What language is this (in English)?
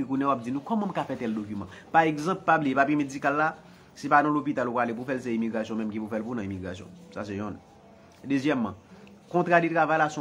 Haitian Creole